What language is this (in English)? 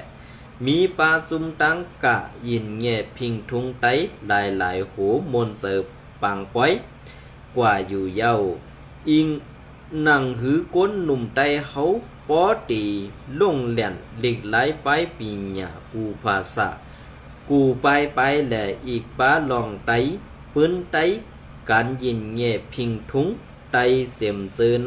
Shan